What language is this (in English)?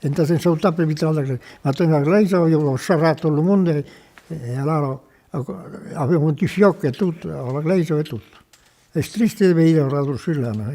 Occitan